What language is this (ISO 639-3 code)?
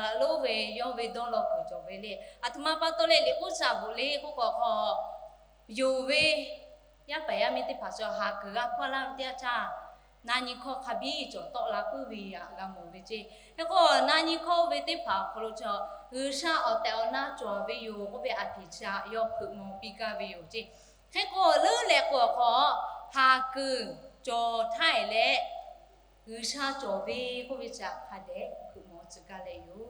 lhu